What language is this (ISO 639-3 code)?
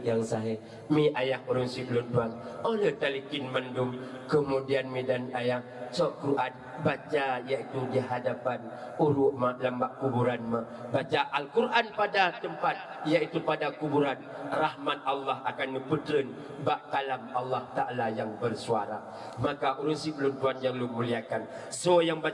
ace